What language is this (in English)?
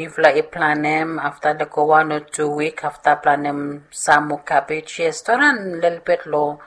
Bislama